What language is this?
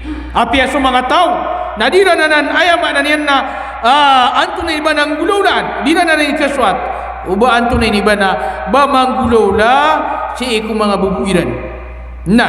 Maranao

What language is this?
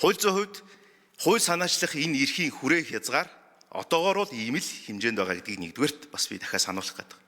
Mongolian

